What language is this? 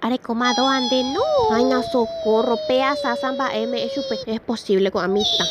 Guarani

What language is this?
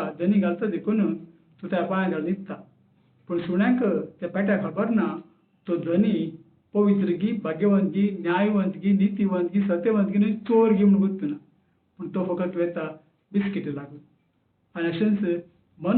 Konkani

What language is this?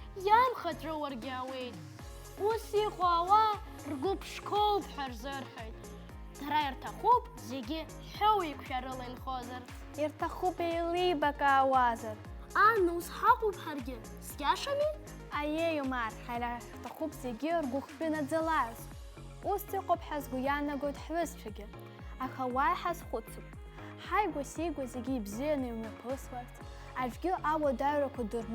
Abkhazian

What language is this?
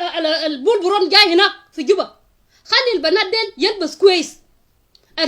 Nuer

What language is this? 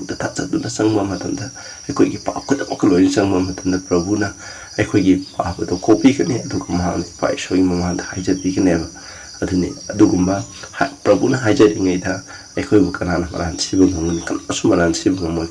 Manipuri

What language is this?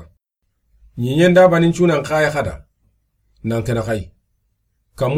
Soninke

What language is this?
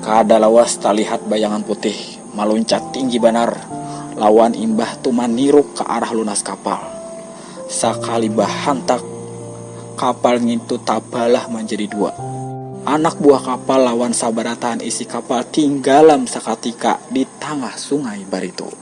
Banjar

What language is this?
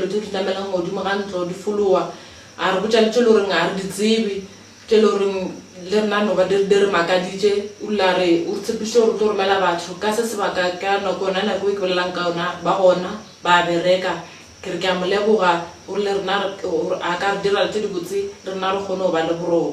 Northern Sotho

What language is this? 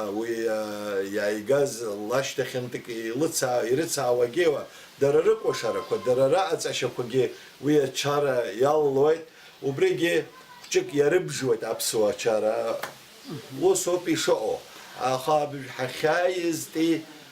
Abkhazian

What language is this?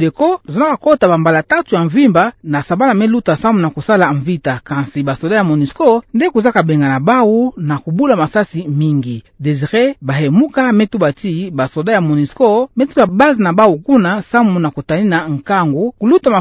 Kituba (Democratic Republic of Congo)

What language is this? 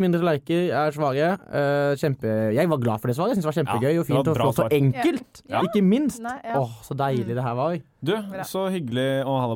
Norwegian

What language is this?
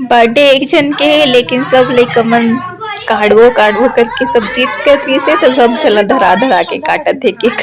Chhattisgarhi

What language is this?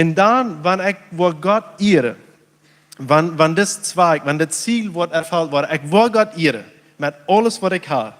Plautdietsch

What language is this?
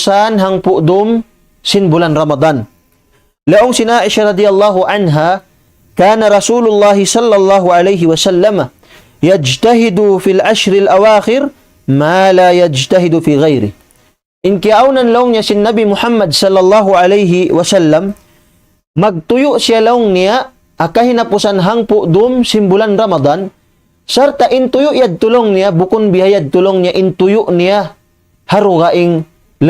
Tausug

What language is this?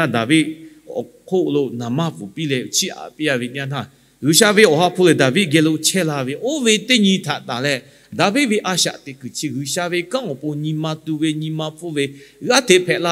Lahu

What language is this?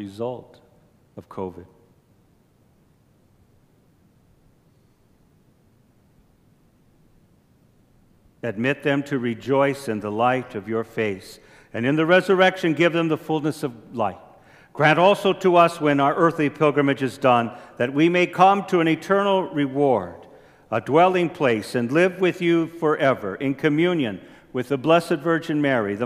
English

